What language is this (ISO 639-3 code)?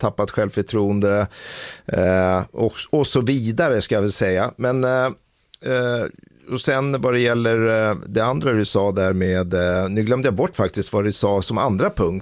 swe